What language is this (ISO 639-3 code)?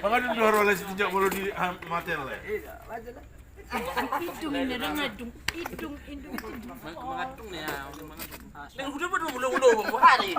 bbc